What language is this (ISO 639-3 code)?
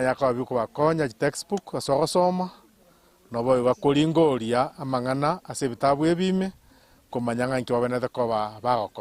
guz